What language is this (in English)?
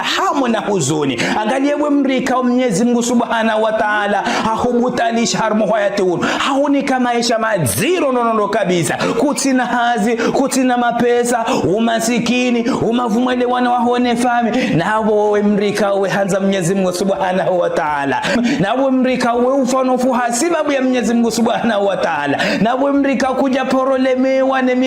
Ngazidja Comorian